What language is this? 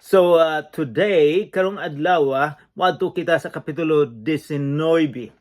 Cebuano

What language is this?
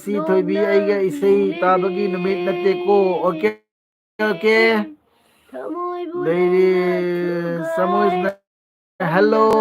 Manipuri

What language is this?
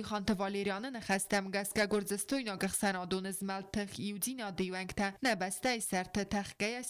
Ossetic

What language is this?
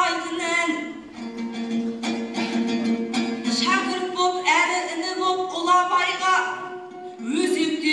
Kazakh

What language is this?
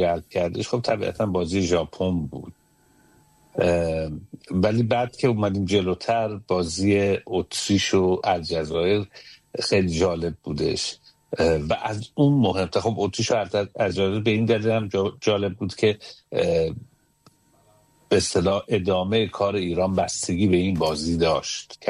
Persian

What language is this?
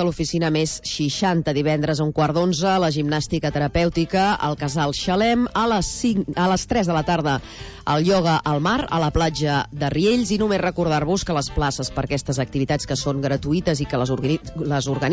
Catalan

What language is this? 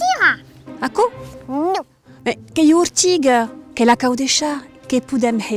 Occitan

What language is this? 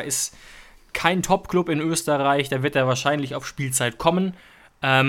German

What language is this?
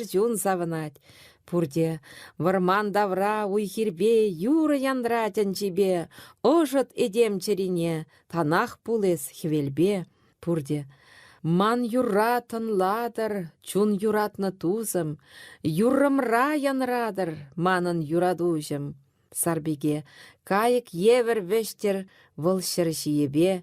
Chuvash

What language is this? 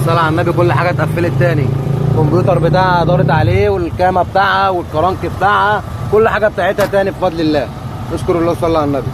Egyptian Arabic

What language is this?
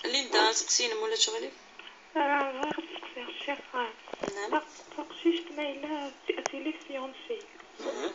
Kabyle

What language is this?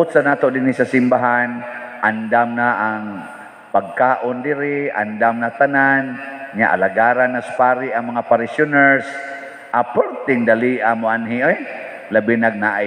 Cebuano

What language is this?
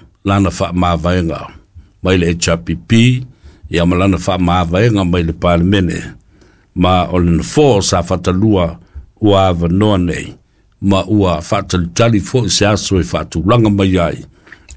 Samoan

